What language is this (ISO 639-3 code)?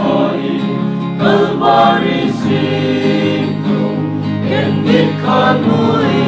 pck